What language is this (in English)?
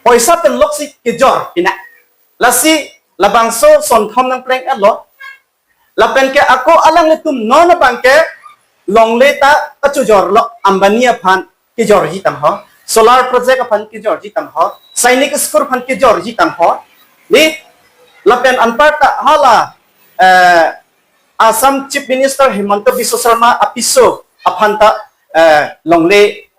Karbi